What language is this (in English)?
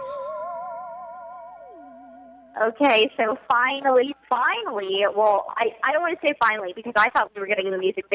English